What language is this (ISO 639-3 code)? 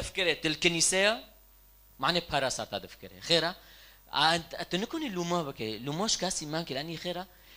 kur